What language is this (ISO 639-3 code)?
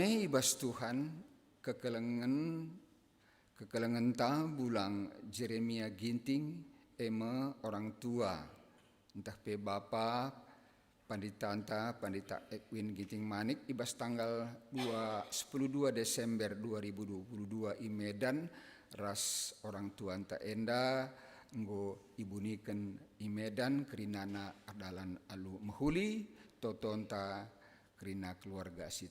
btx